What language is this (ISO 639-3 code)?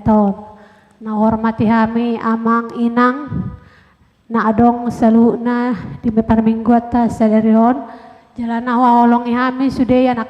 bbc